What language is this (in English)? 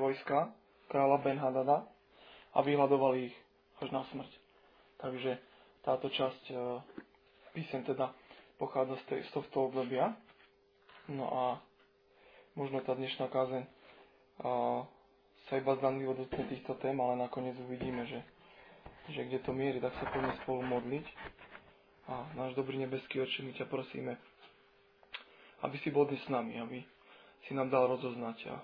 Slovak